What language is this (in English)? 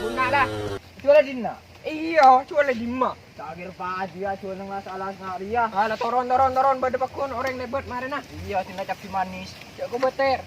Madurese